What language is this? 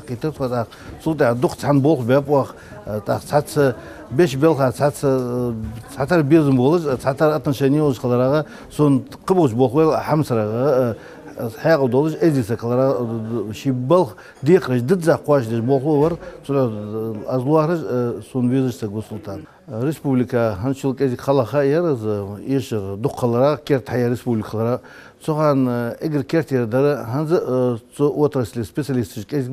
Ingush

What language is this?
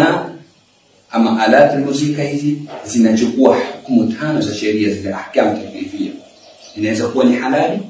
Swahili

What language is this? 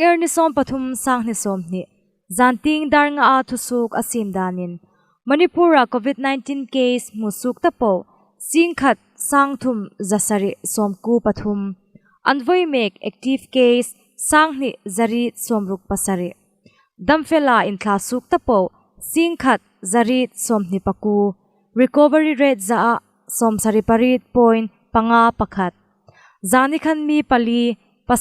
Hmar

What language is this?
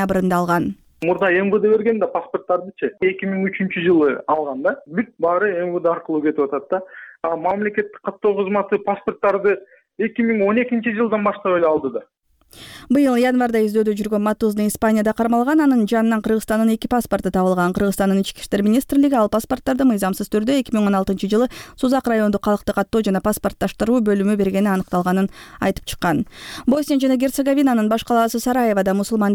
Kyrgyz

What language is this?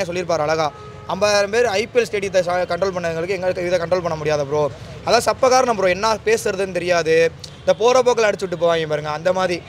Tamil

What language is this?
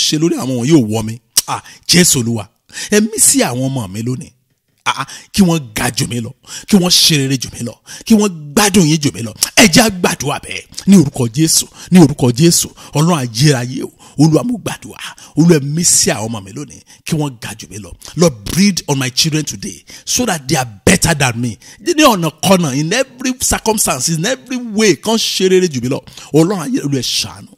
Yoruba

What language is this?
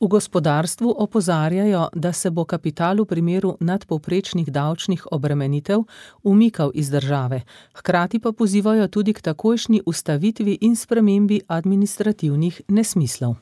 Slovenian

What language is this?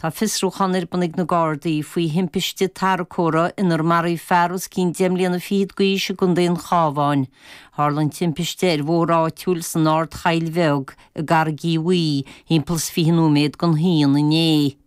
Irish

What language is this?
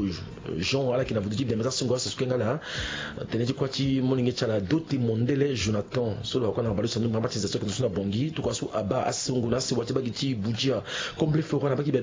Sango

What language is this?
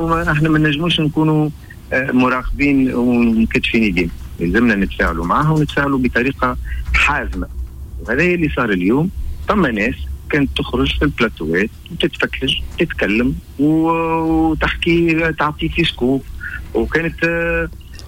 Tunisian Arabic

